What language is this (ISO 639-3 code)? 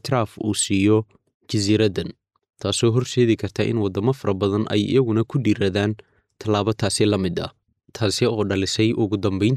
som